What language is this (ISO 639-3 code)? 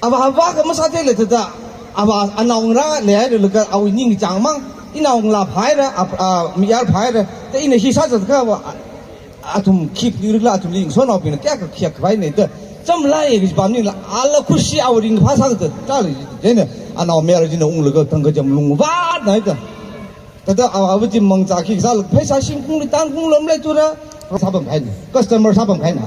nmf